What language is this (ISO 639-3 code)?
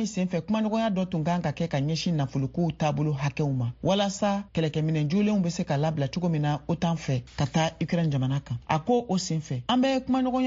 bam